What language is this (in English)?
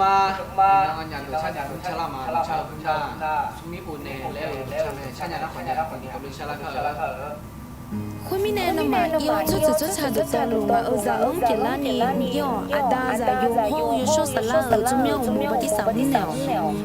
Akha